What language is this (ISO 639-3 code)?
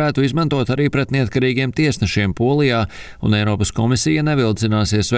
lav